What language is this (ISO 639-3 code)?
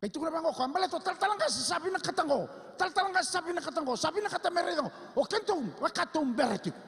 fij